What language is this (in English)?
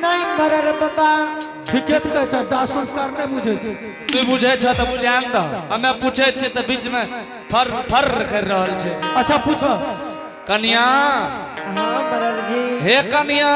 Angika